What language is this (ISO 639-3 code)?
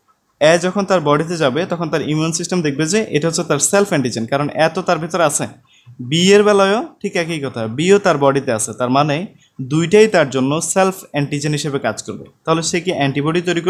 ben